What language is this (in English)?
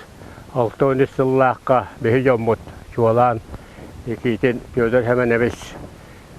Yakut